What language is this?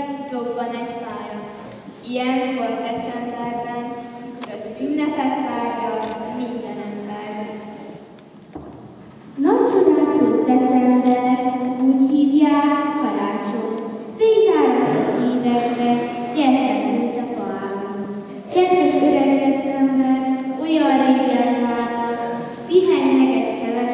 Hungarian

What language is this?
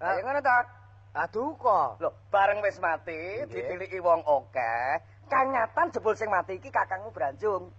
Javanese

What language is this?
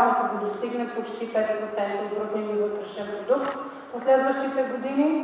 Bulgarian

